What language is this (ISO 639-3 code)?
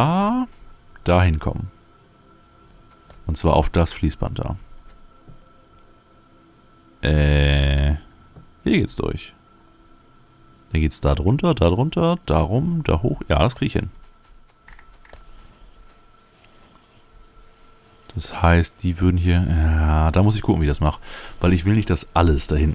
deu